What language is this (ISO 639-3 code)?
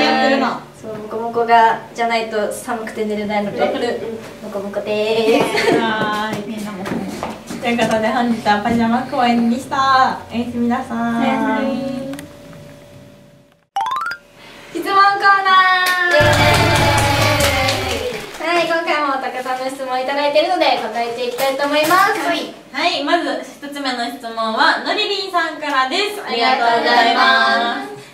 jpn